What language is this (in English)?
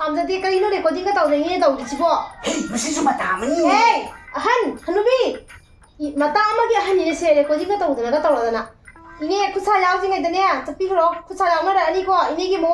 Manipuri